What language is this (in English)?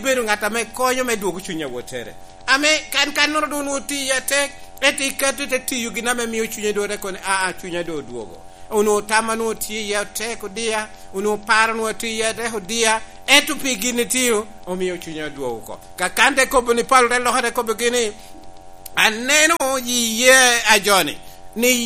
Lango (Uganda)